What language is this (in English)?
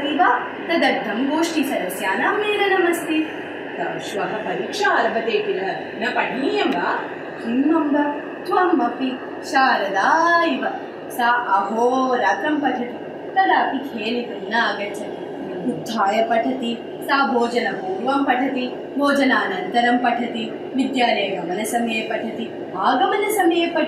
Sanskrit